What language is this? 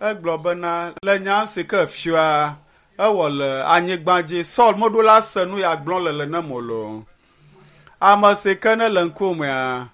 Ewe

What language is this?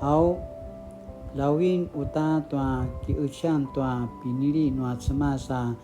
Paiwan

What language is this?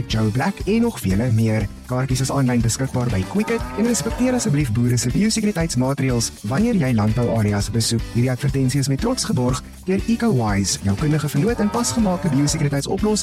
Afrikaans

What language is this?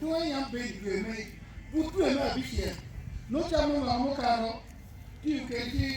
Acoli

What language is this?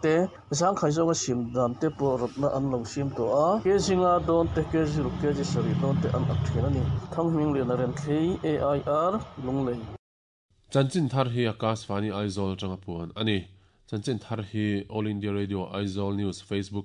Mizo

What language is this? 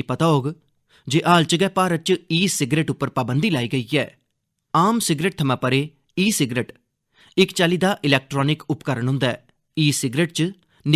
Dogri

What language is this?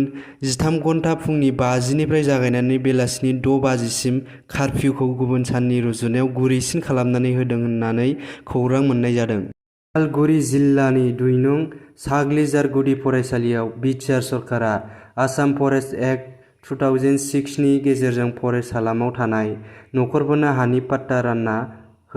Bodo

